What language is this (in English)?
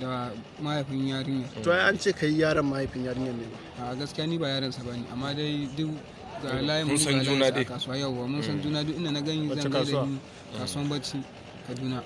Hausa